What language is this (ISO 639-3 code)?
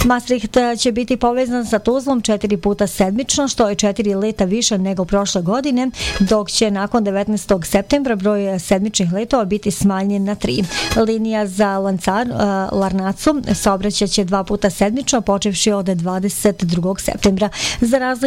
bos